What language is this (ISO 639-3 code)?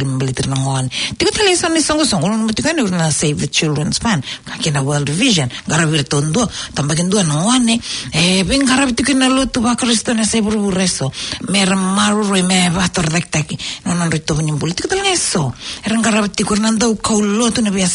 fij